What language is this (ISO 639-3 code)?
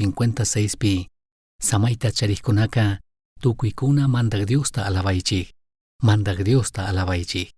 qug